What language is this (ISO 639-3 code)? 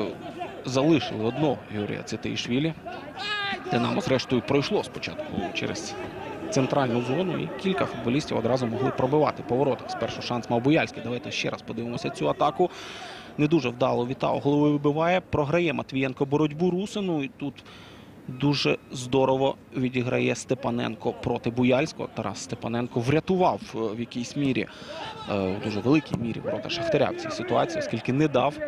ukr